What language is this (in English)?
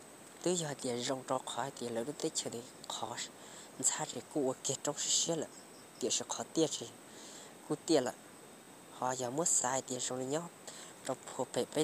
Hmong